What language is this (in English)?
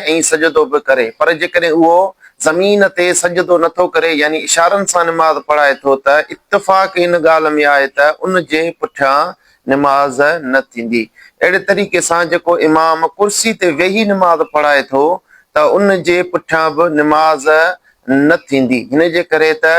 Sindhi